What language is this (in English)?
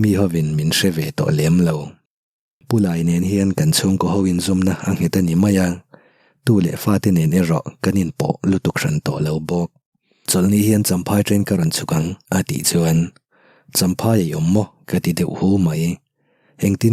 Mizo